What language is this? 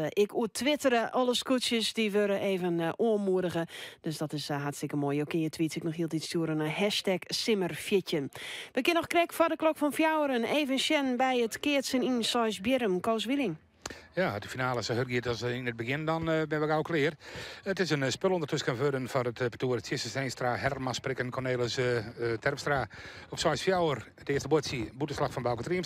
Western Frisian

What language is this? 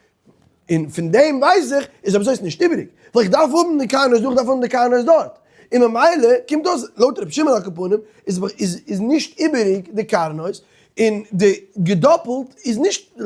Yiddish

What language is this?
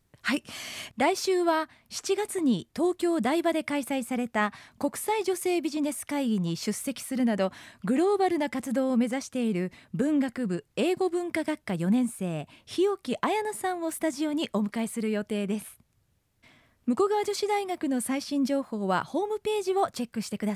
Japanese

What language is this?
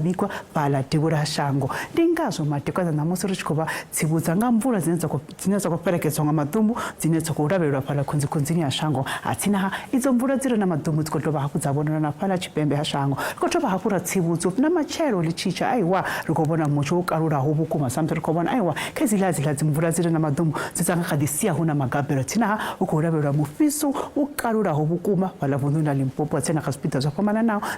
Venda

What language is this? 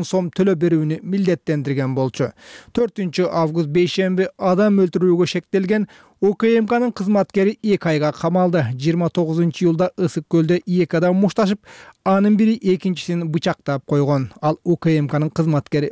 Kyrgyz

